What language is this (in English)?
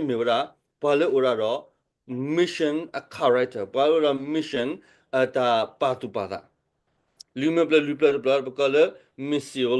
S'gaw Karen